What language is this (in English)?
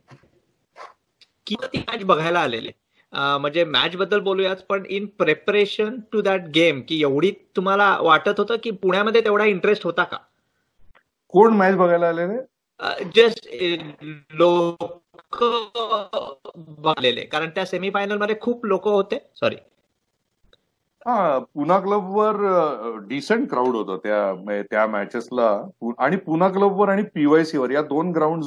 Marathi